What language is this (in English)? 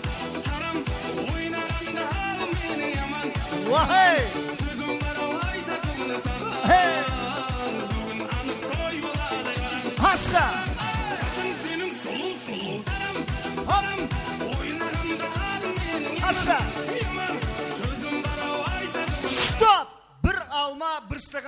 Kara-Kalpak